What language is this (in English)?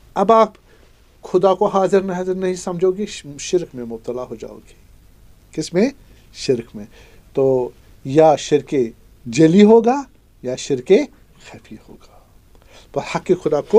Urdu